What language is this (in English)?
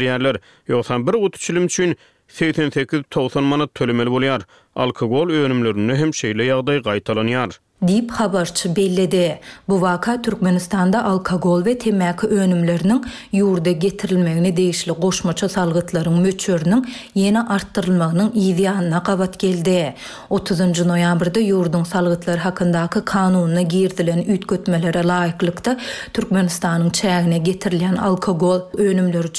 Turkmen